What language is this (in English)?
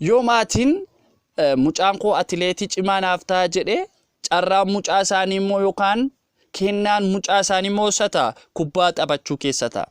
Oromo